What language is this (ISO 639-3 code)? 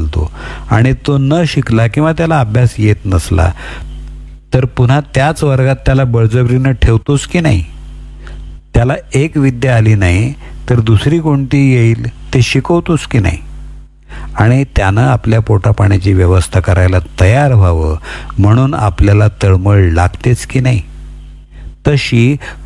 mar